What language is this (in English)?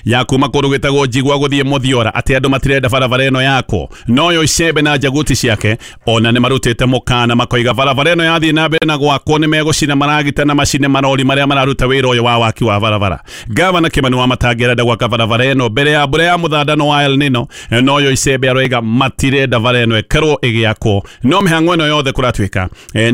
Kikuyu